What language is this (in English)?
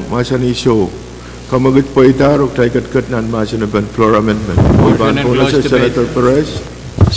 Pohnpeian